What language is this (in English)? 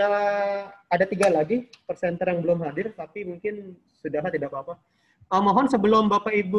Indonesian